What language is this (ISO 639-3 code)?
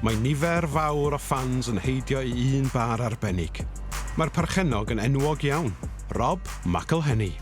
cym